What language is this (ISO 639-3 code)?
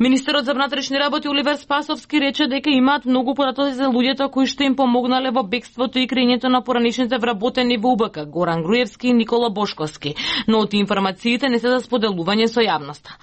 mkd